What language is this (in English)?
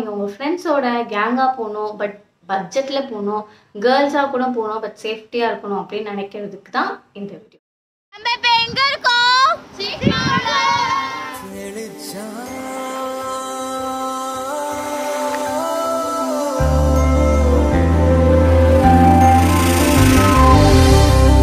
Tamil